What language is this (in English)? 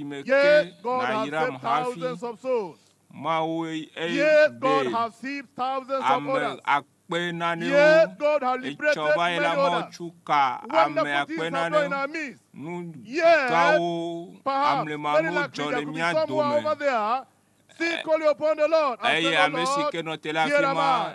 Ewe